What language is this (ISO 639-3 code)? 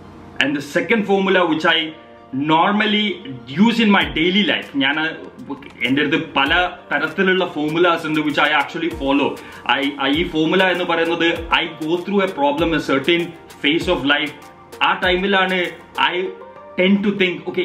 mal